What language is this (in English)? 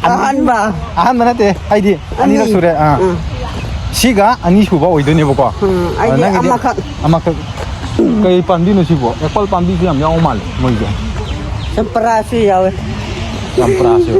Manipuri